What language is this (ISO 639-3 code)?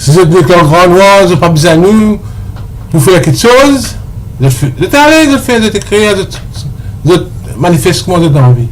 mfe